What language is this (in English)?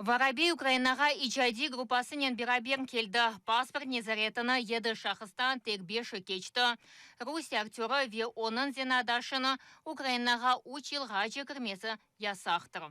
Crimean Tatar